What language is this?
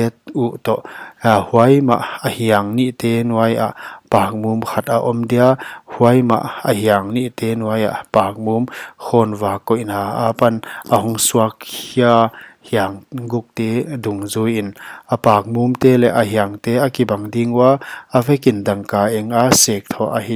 Paite Chin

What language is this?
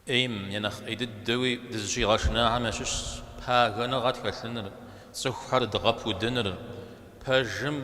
Kabardian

